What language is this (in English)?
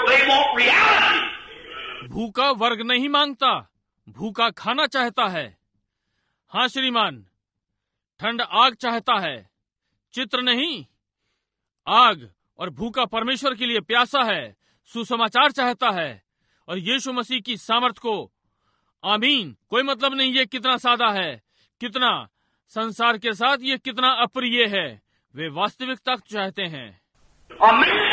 Hindi